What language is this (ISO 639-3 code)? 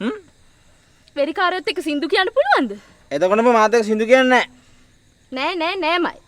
sin